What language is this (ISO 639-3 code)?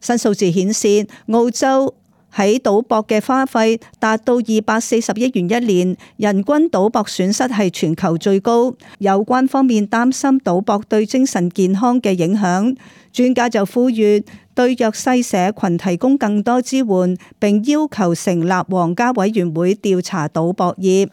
yue